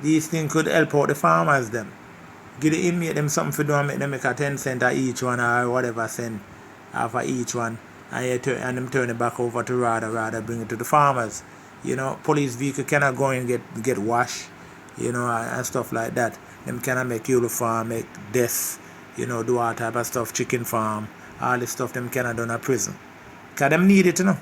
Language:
Jamaican Creole English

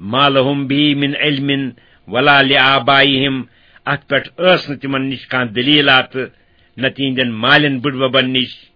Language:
Kashmiri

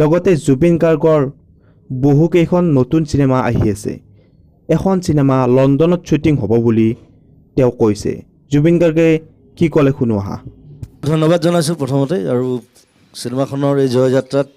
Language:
Assamese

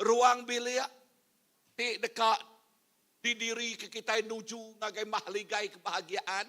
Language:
Iban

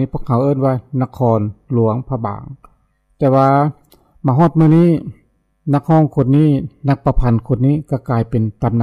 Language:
Lao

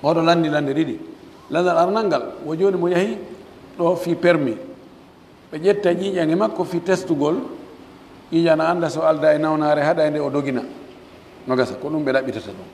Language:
Pular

